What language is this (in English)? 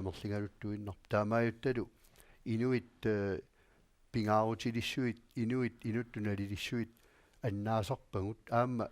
Kalaallisut